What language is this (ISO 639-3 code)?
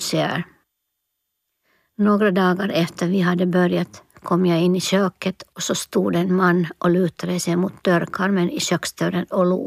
swe